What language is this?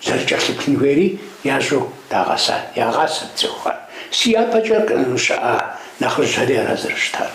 Kabardian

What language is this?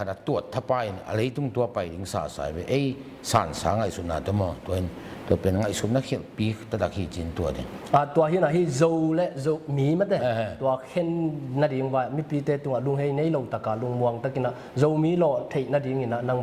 Tedim Chin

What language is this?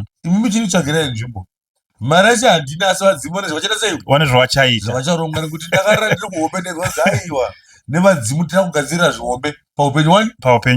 Shona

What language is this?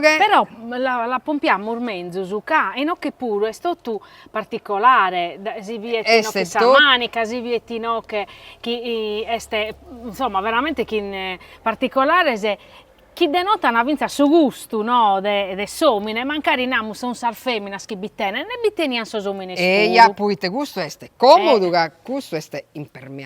Sardinian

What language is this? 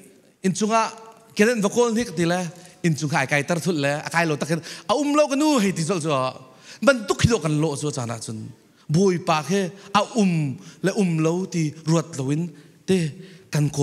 Falam Chin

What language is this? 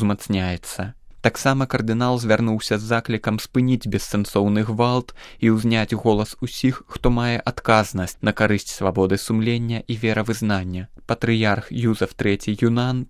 Belarusian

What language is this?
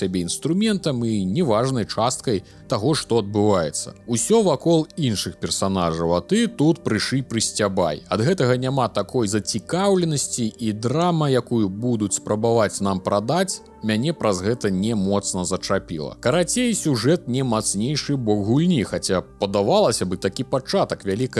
Belarusian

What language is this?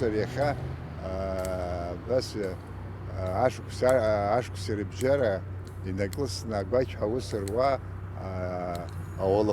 Abkhazian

